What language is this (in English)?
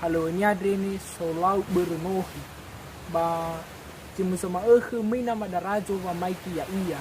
Nias